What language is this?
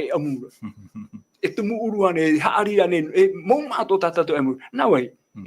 Tahitian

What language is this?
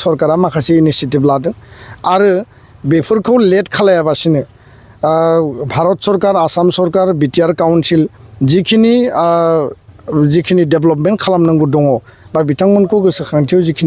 Bodo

